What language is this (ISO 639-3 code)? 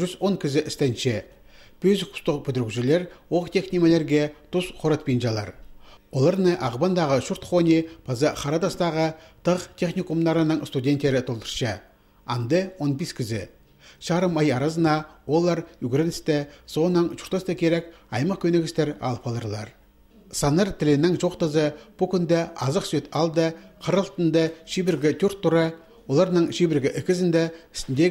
kjh